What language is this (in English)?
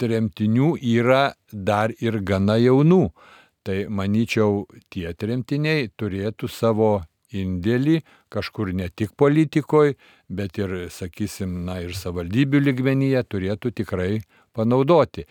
Lithuanian